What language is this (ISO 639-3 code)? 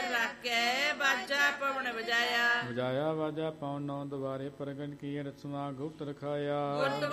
pan